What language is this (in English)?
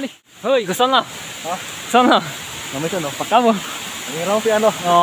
Karbi